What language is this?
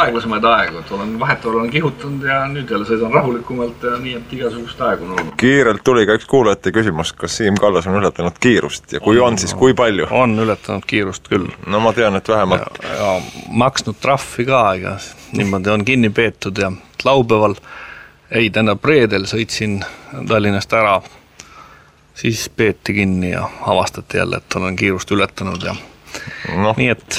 Estonian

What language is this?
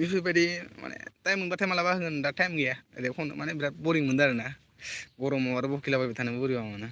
Bodo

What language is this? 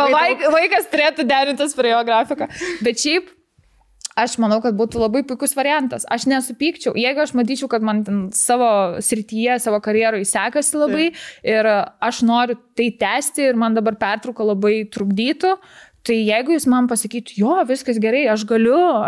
Lithuanian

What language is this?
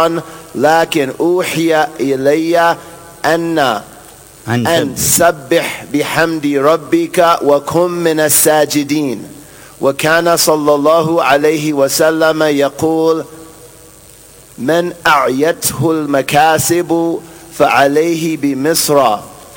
Arabic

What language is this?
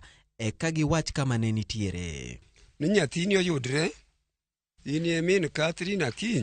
Luo (Kenya and Tanzania)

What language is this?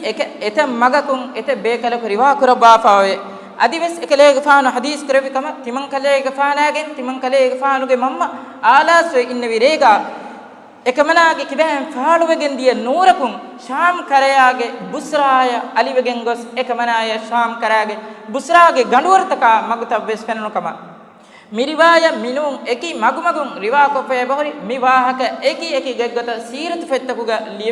Divehi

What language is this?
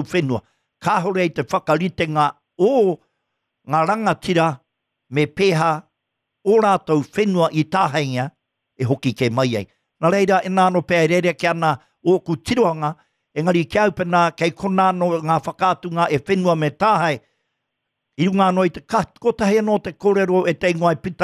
Māori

